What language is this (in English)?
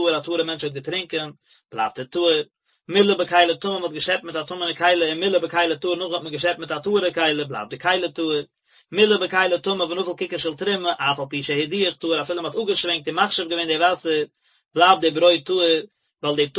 Yiddish